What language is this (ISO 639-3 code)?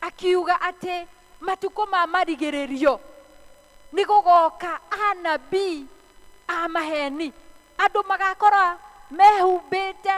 kik